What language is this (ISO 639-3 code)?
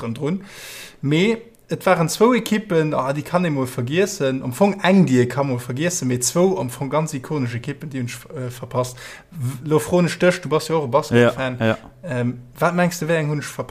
ltz